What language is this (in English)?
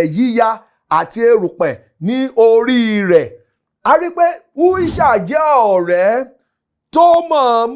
Yoruba